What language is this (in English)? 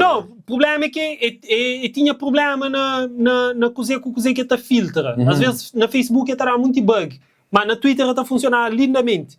Kabuverdianu